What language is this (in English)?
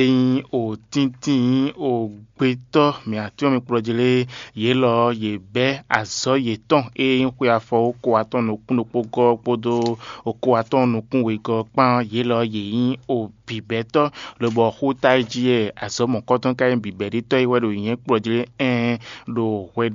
Fon